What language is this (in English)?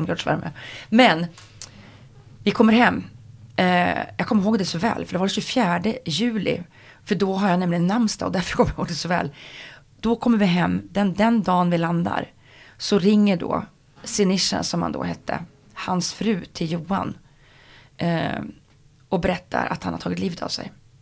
Swedish